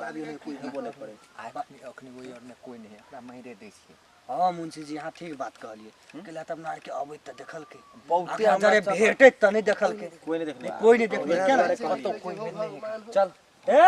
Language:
Maithili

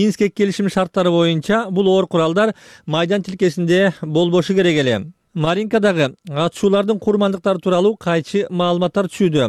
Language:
Kyrgyz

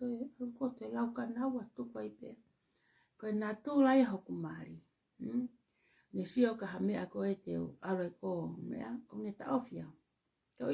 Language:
Tongan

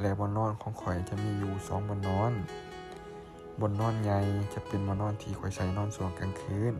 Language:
Lao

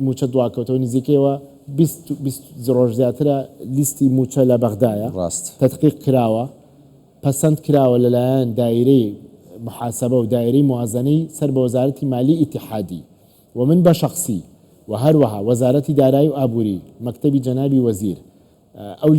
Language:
Central Kurdish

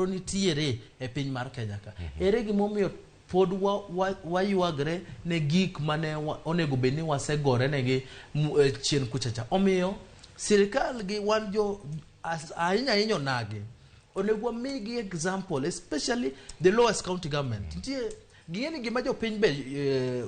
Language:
Luo (Kenya and Tanzania)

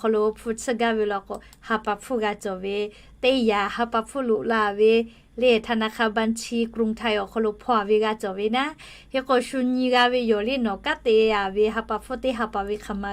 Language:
Lahu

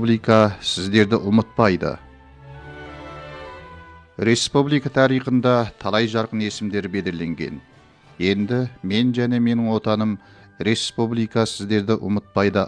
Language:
Kazakh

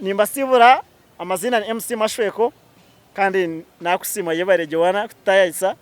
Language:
Nyankole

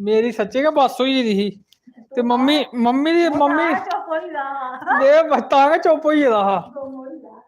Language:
Dogri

